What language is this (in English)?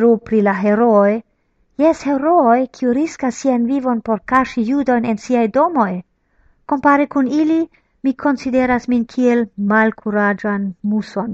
Esperanto